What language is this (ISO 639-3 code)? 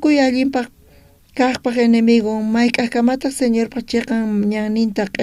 quh